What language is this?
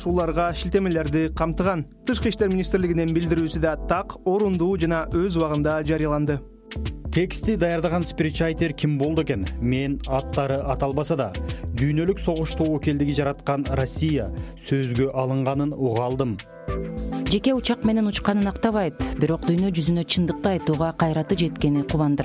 Kyrgyz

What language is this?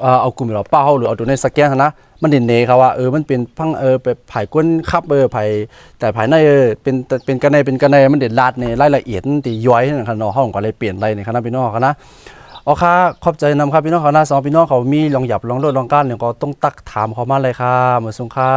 Shan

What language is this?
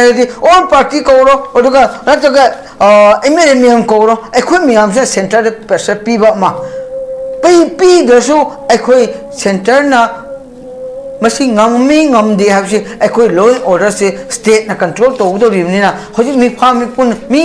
Manipuri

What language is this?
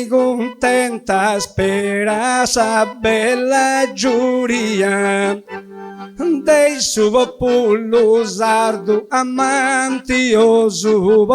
Sardinian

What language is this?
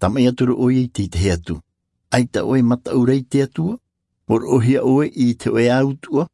Tahitian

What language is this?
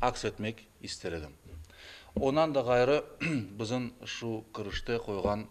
Crimean Tatar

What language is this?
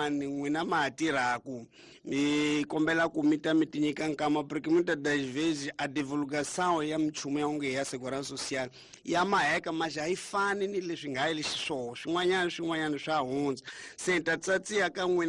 Tsonga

